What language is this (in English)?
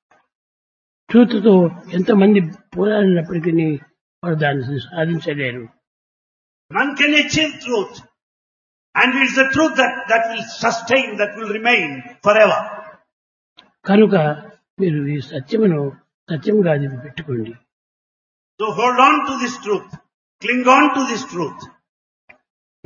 Telugu